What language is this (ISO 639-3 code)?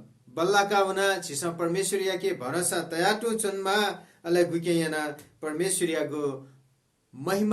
new